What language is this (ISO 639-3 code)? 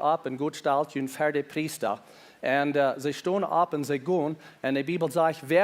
pdt